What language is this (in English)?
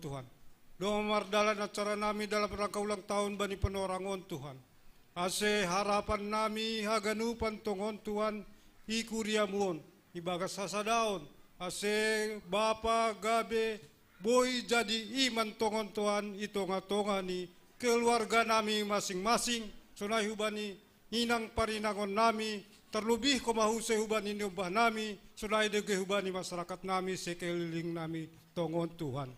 Batak Simalungun